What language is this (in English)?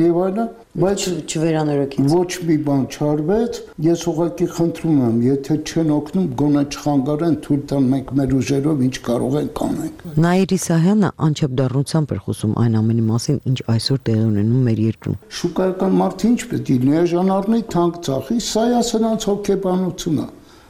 Armenian